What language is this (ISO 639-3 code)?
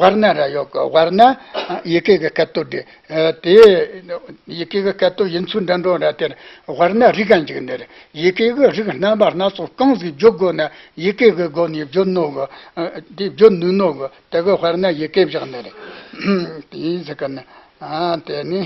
bod